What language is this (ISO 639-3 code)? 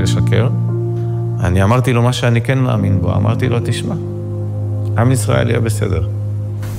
heb